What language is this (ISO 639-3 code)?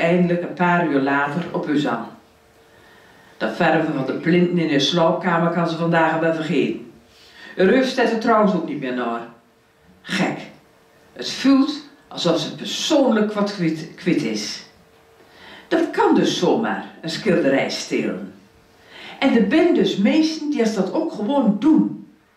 nld